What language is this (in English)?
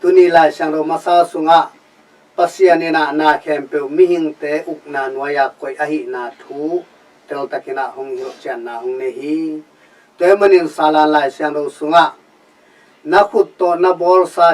Tedim Chin